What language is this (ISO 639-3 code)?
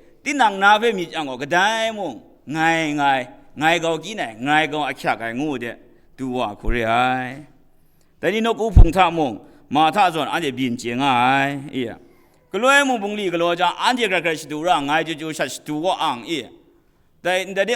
kac